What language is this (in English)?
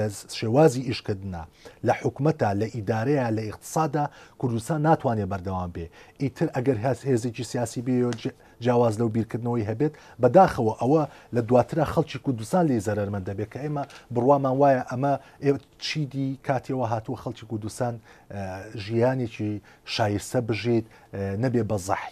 Central Kurdish